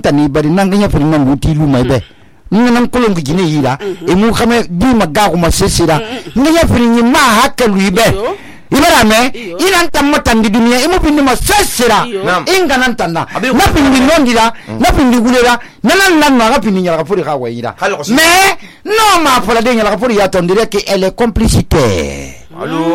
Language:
Susu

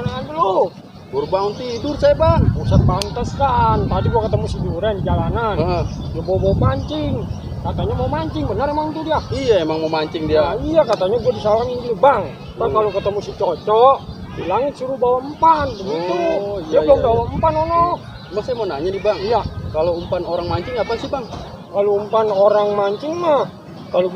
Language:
Betawi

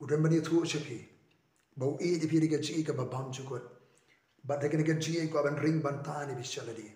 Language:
Khasi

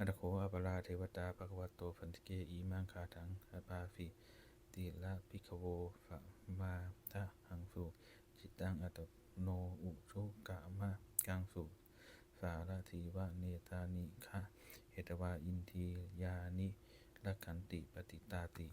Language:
Pali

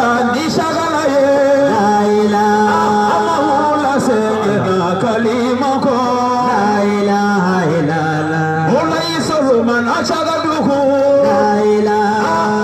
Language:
Bambara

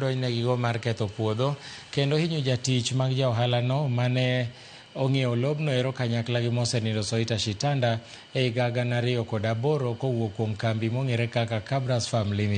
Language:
Luo (Kenya and Tanzania)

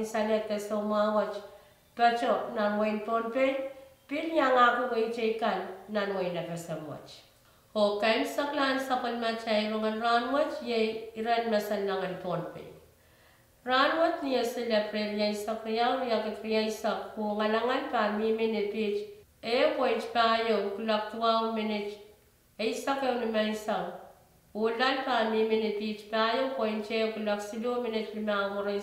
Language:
Pohnpeian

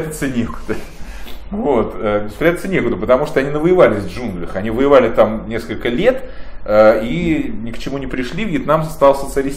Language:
Russian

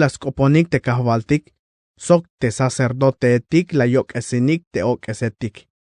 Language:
Tzeltal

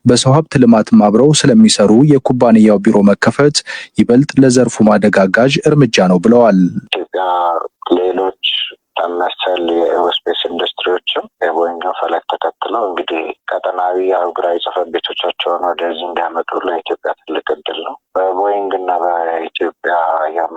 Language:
Amharic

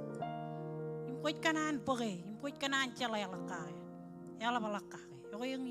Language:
Marshallese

